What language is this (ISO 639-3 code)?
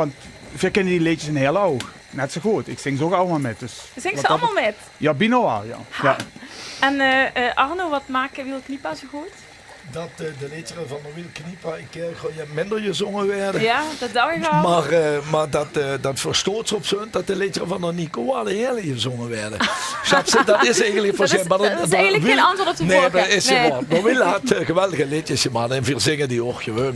lim